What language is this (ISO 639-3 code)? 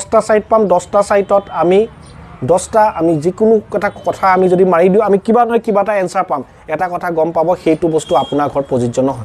asm